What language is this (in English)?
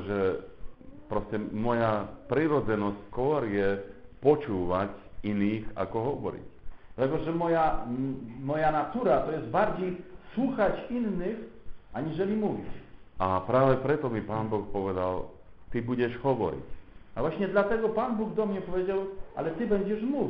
Slovak